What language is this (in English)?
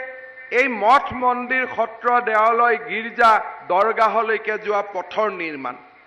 Assamese